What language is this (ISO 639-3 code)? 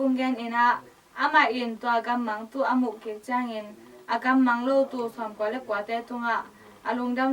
ctd